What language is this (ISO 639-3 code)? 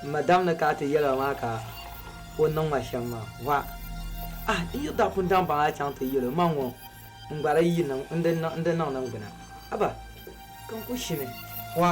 dag